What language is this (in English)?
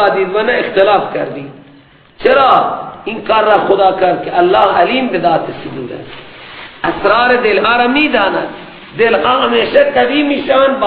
Persian